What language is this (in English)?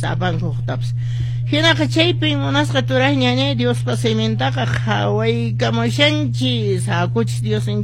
Quechua